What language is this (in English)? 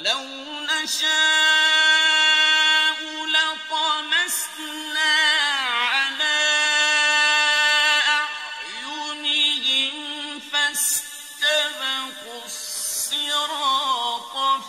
Arabic